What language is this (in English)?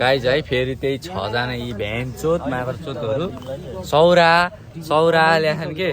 Nepali